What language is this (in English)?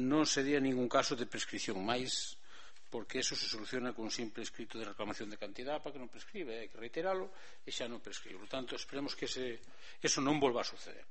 Galician